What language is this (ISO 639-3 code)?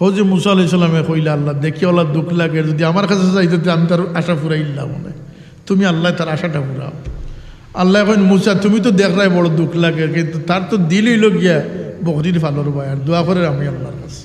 syl